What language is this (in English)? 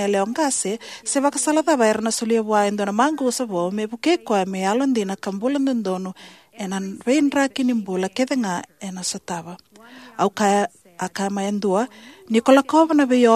Fijian